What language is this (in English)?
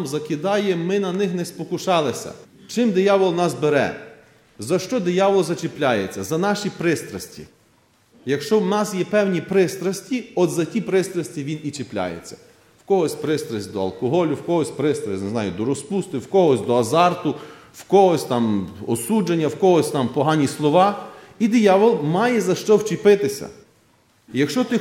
Ukrainian